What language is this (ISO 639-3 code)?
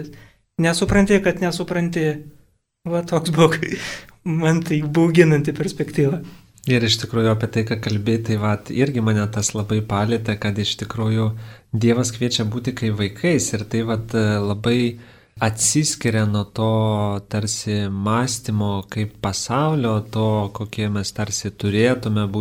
lit